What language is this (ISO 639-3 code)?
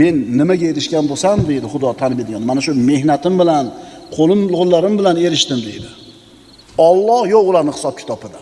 uzb